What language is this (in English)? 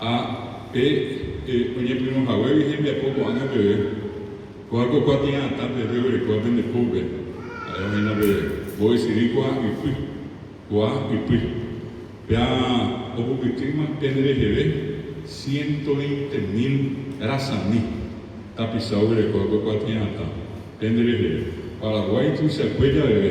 Guarani